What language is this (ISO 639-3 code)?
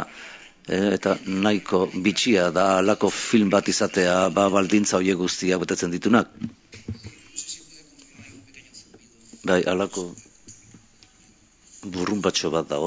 eus